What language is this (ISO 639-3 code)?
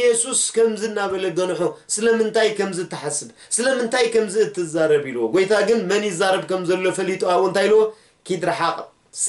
tir